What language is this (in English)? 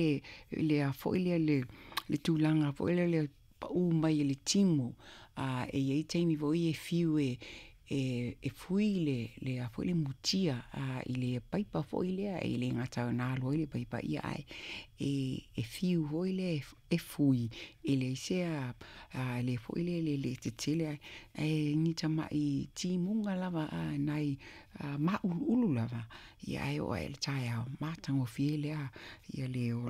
Samoan